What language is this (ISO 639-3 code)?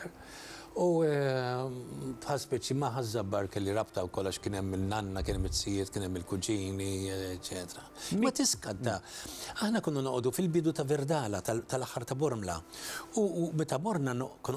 mlt